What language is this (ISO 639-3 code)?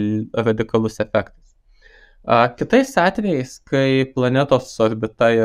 lit